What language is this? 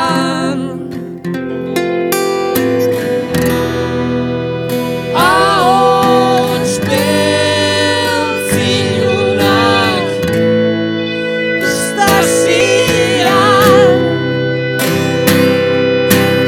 Basque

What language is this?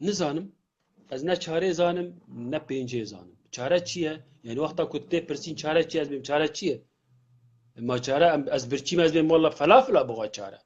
Kurdish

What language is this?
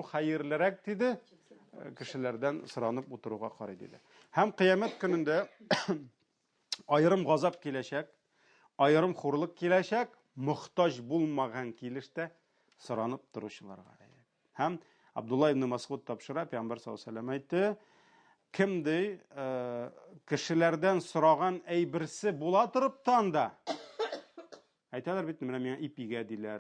Tatar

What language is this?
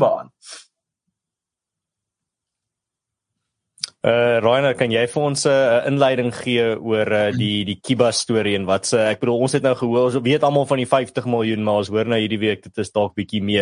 Afrikaans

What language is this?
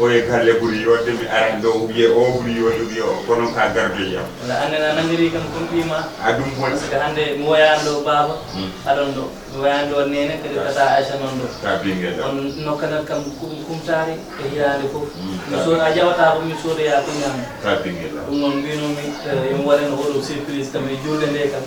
Fula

